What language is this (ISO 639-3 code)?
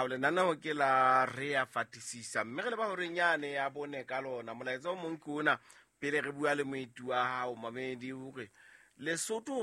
sot